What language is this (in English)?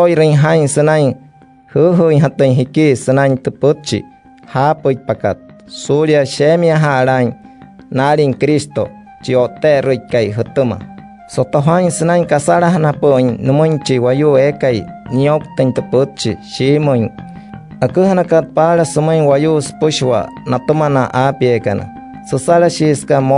Wayuu